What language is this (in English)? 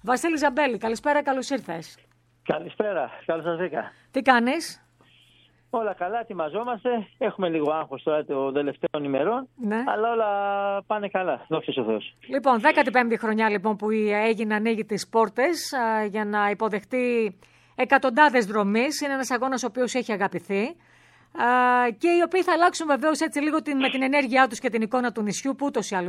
Greek